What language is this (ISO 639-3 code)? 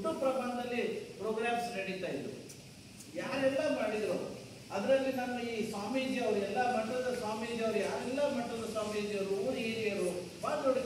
kan